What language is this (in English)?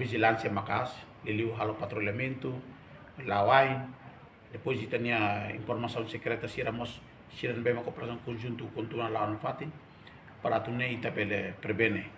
Tetum